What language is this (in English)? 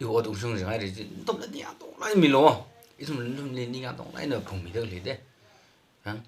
Tangkhul Naga (India)